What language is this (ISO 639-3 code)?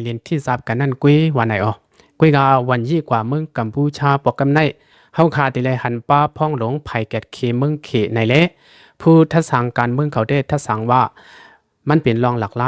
lao